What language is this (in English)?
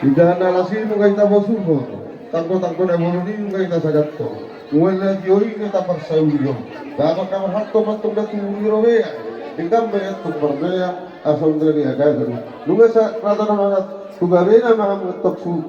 Batak Toba